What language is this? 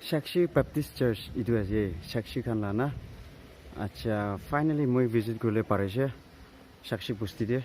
Naga Pidgin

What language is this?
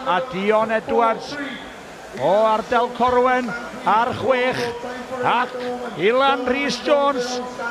Welsh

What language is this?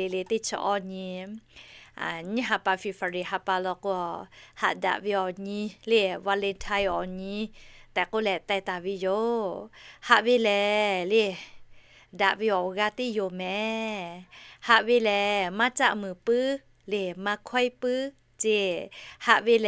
Lahu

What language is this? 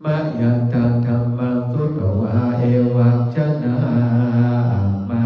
Pali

